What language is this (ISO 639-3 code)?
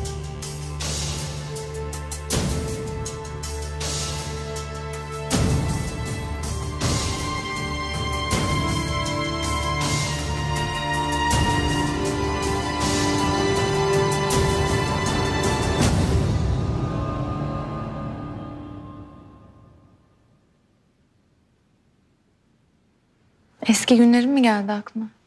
tur